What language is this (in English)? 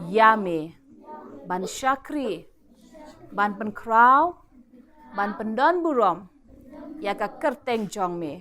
Khasi